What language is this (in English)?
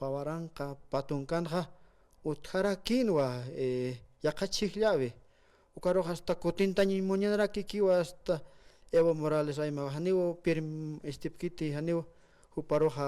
Aymara